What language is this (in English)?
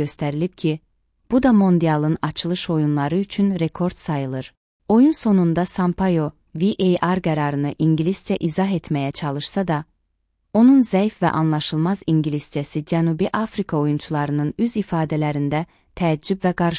Azerbaijani